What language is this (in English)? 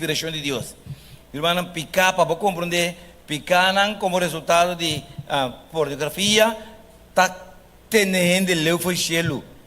Papiamento